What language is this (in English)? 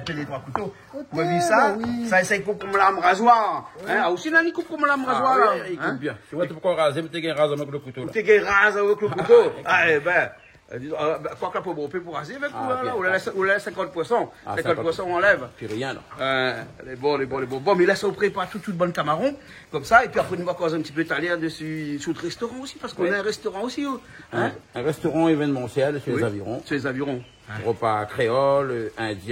Réunion Creole French